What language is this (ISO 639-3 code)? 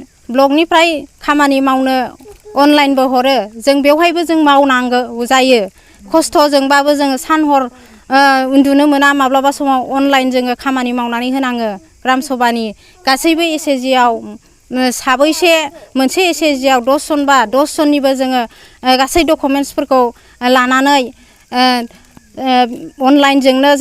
brx